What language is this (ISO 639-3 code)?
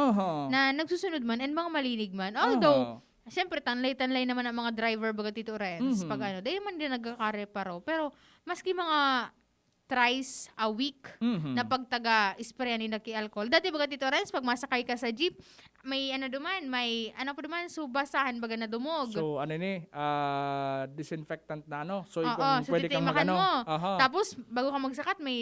bik